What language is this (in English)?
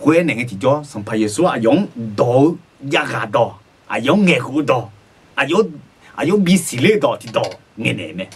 Akha